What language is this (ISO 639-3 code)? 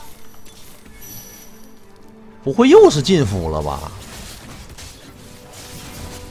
zho